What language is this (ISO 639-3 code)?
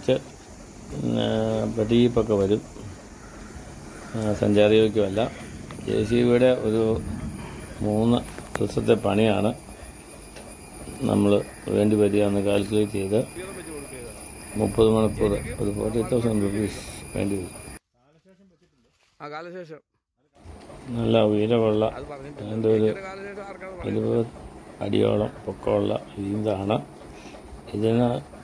mal